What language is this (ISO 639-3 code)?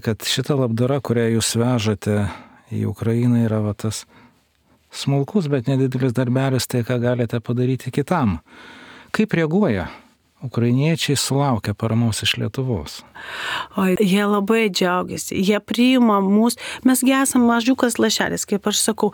lit